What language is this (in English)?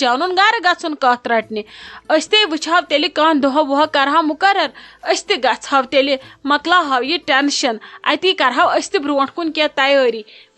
Kashmiri